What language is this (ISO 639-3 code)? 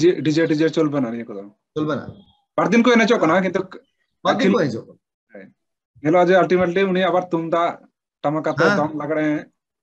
sat